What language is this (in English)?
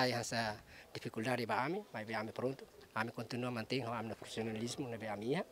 Tetum